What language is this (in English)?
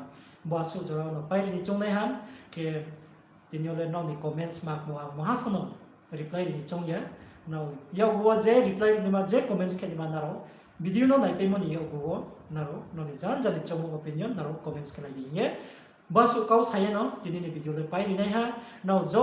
Riang (India)